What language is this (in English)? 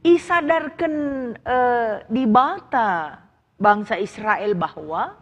Batak Karo